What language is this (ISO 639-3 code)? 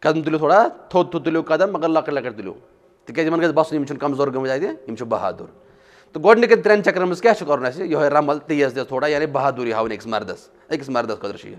kas